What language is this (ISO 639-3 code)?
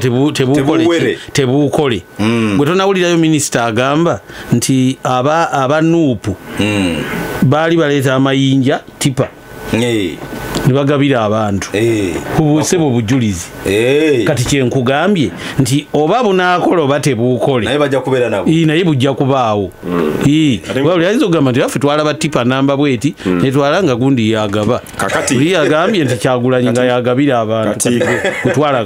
lug